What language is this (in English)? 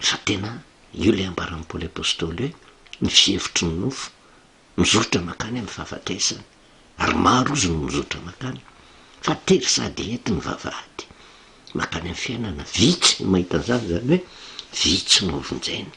Malagasy